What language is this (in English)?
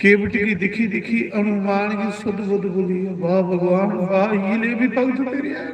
Dogri